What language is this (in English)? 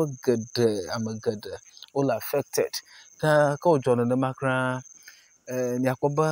Ewe